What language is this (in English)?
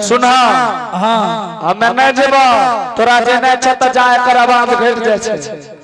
Angika